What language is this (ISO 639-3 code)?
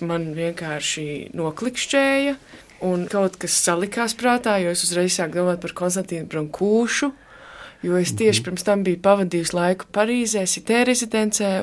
lav